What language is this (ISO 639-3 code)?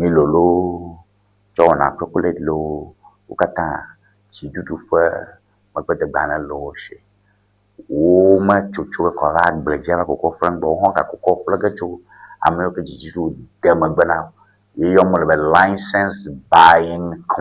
ewe